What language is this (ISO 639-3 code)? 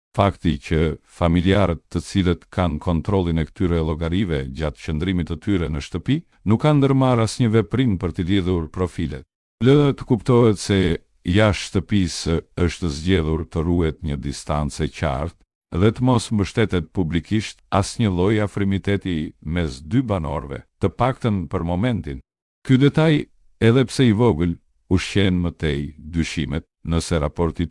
sqi